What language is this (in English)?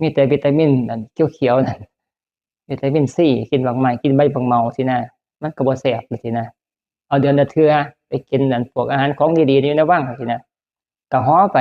Northeastern Thai